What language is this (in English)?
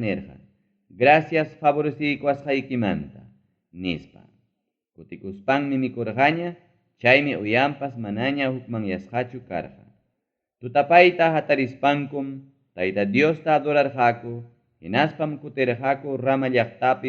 Ayacucho Quechua